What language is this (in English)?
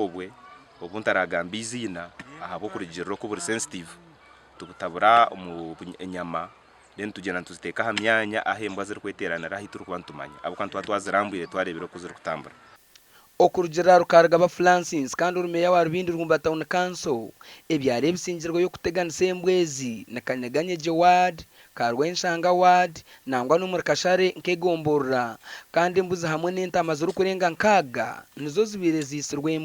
Nyankole